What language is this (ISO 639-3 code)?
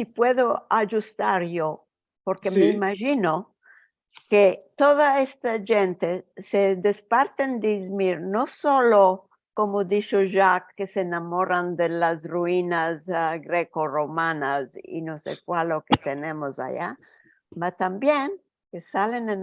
lad